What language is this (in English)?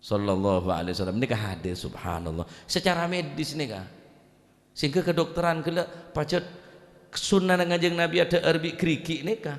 Madurese